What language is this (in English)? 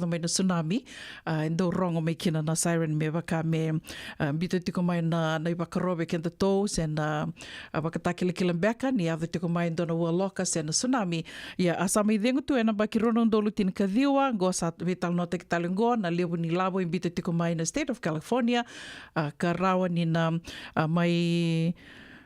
Fijian